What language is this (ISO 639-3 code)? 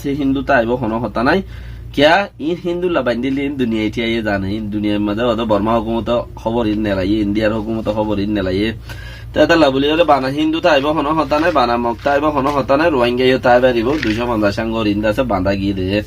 rhg